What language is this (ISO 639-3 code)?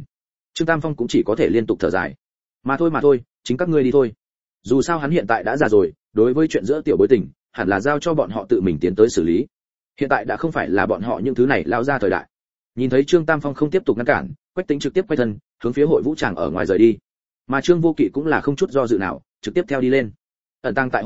vie